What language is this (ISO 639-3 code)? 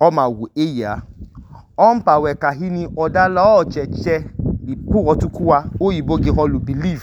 idu